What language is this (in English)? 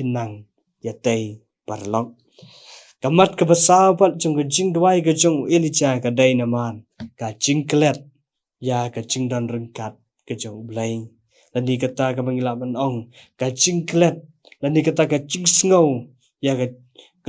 Khasi